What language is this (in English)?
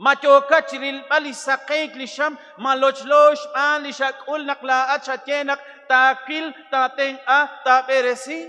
Kekchí